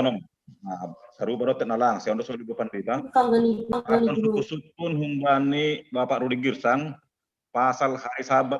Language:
Batak Simalungun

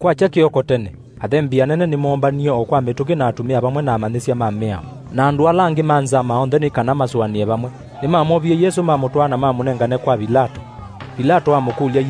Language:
Kamba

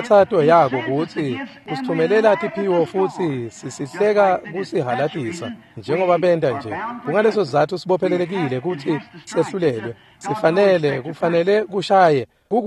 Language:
Swati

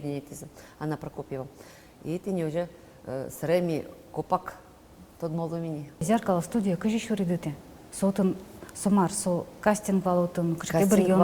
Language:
Udmurt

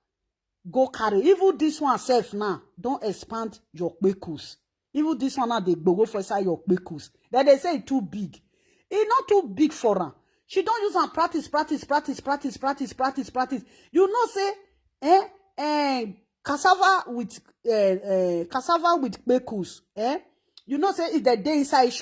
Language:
Nigerian Pidgin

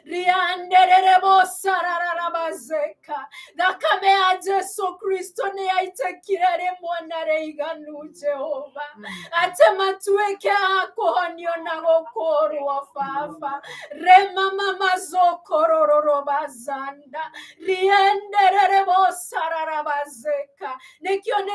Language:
Kikuyu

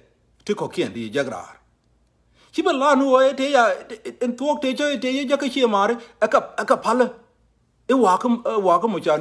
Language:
Nuer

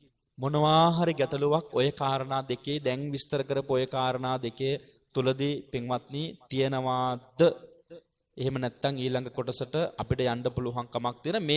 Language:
Sinhala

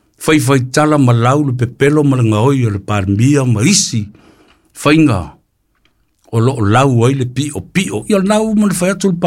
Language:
Samoan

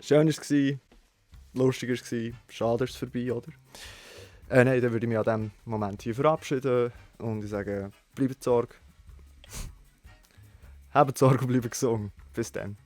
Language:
Swiss German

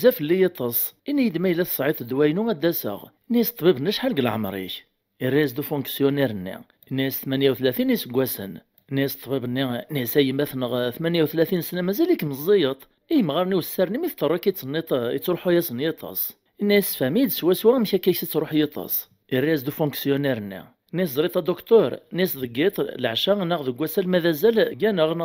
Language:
Kabyle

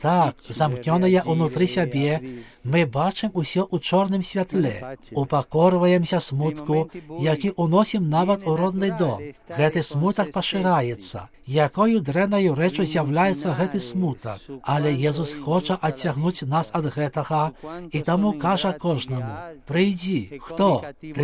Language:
Belarusian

